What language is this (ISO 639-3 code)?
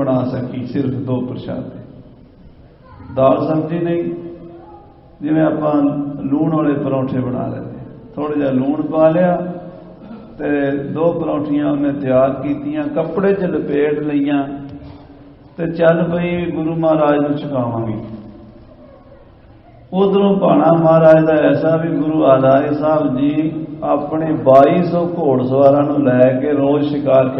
pan